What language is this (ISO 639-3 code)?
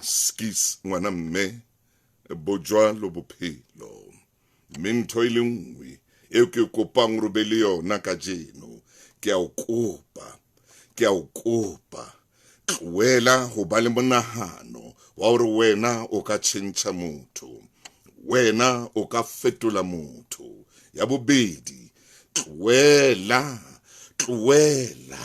sot